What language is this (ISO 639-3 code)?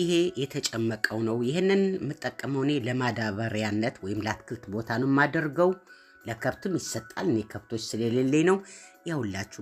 amh